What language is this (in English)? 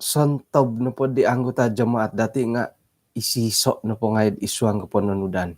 Central Dusun